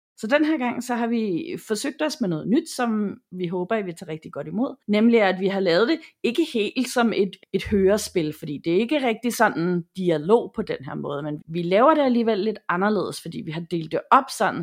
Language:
Danish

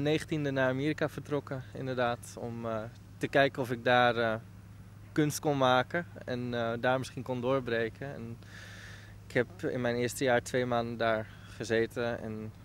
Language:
Dutch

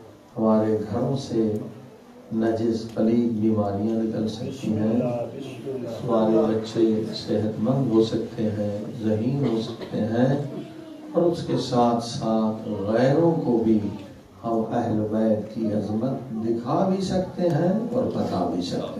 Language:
Urdu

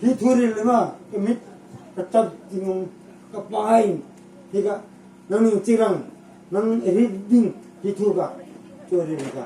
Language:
Hmar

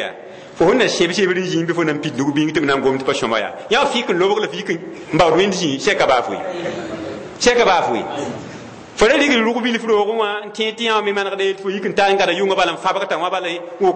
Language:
Mossi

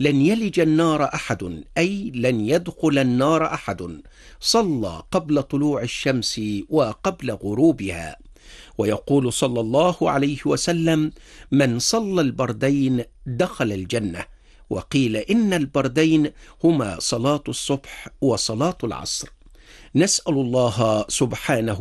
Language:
Arabic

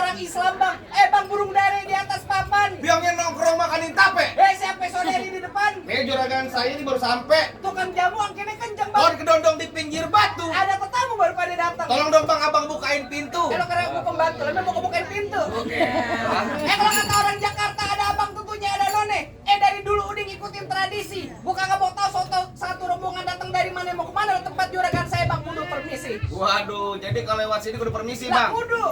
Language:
Betawi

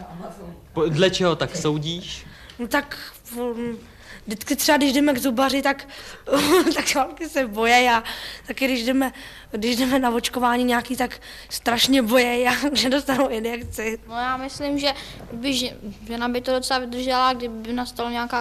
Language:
Czech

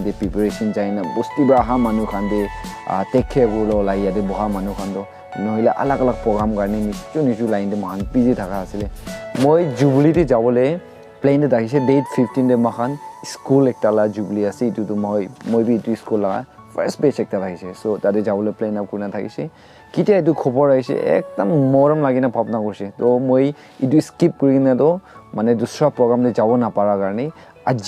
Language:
Naga Pidgin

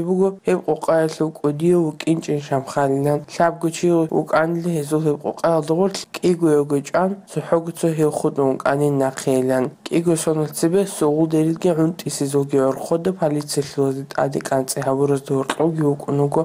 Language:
Avaric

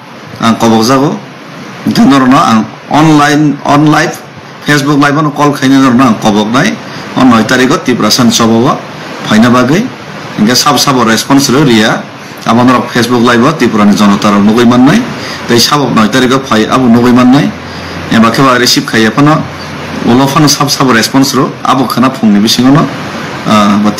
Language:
Kok Borok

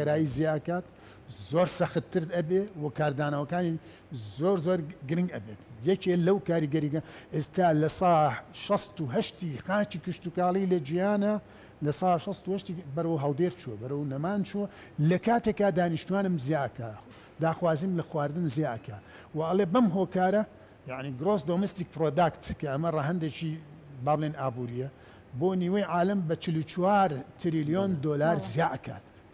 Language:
Central Kurdish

